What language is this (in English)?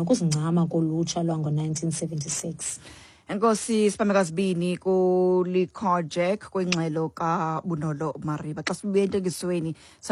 Xhosa